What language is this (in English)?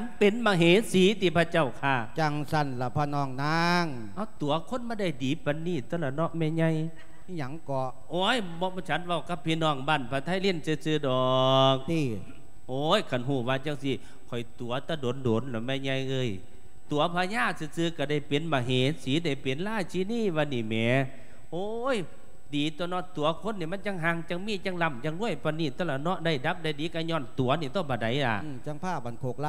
Lao